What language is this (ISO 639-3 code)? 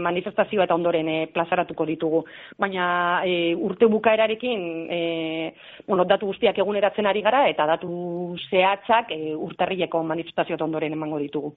eus